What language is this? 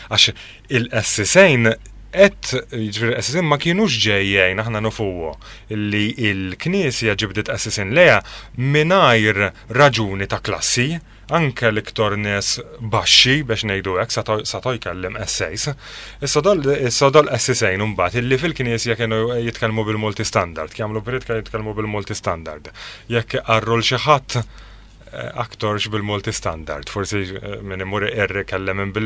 Maltese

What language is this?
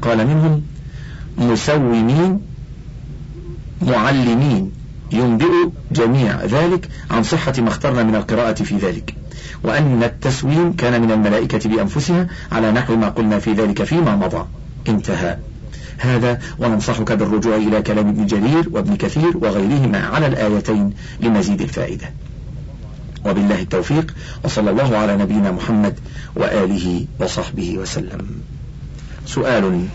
Arabic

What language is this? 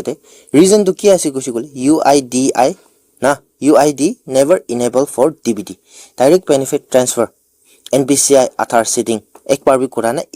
Naga Pidgin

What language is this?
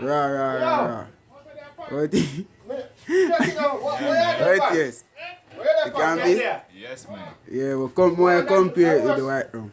Jamaican Creole English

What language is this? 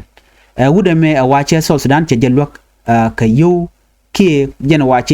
Nuer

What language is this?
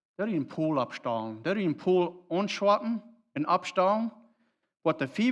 Plautdietsch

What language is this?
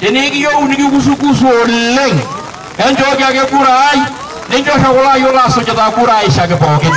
Masai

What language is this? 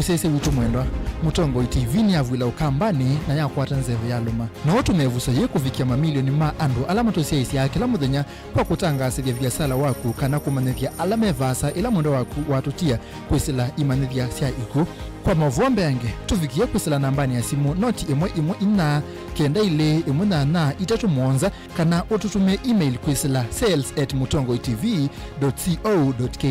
Kamba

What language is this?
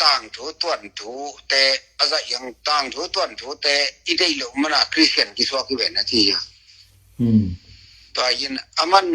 Tedim Chin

